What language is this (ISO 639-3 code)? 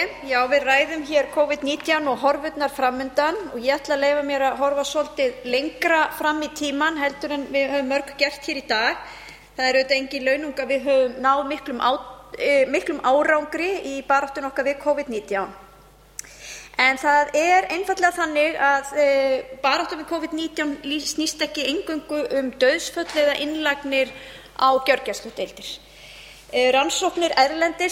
isl